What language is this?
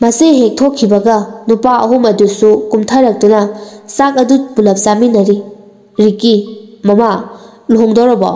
Manipuri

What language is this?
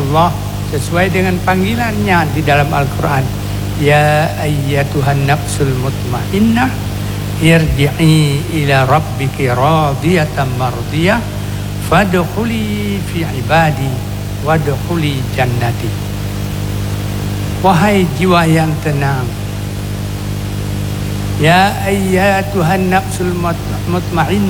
Indonesian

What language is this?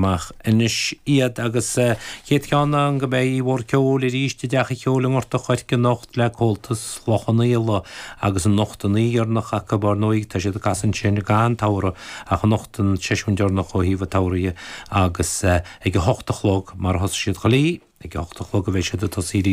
Irish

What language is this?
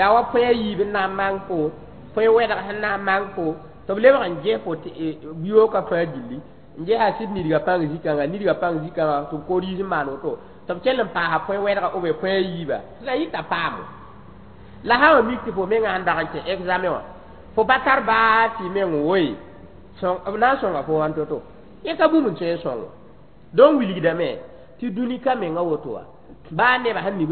Mossi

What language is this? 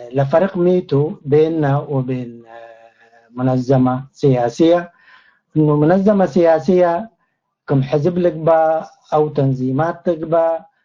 Tigre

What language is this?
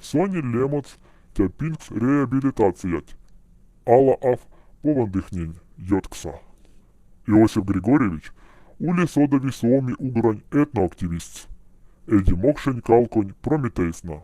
Moksha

